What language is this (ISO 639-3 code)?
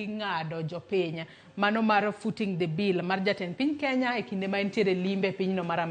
luo